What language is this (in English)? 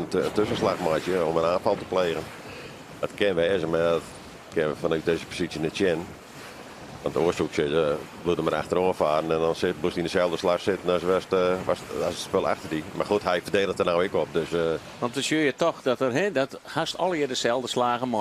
Western Frisian